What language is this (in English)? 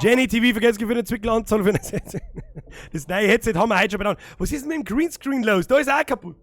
Bavarian